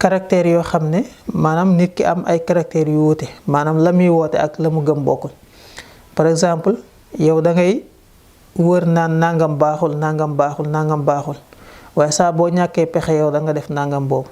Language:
Wolof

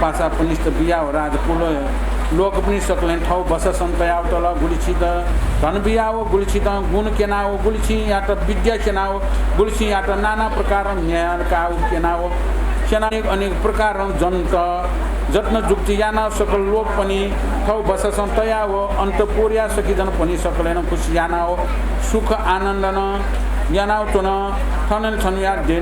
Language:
Newari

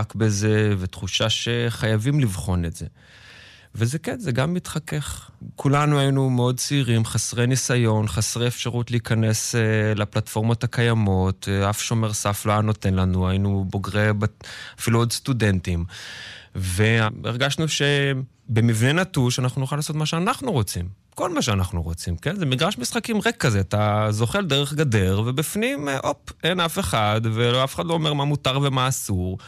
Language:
Hebrew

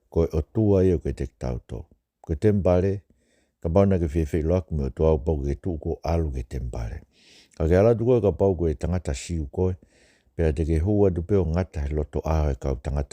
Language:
Tongan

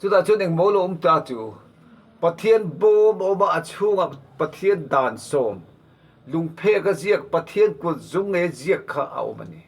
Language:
Mizo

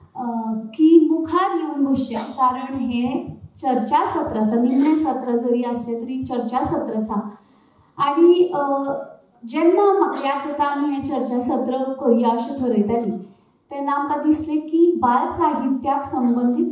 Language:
Konkani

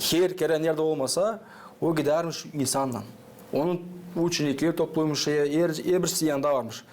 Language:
Gagauz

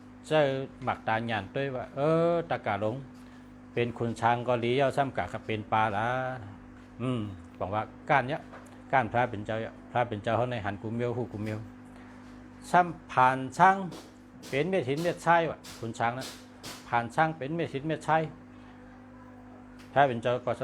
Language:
Shan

